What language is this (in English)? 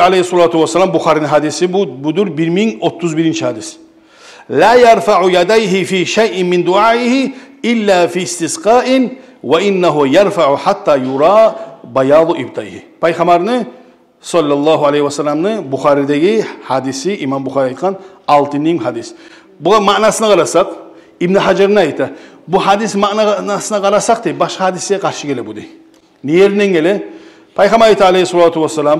Kumyk